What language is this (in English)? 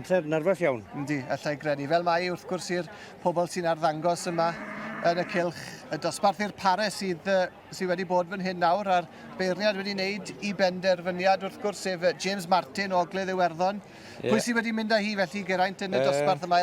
Welsh